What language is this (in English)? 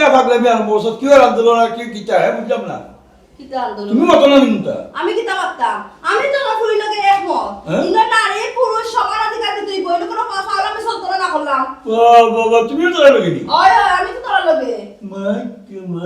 Sylheti